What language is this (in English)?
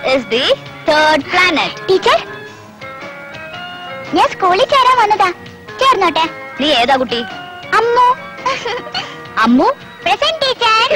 Malayalam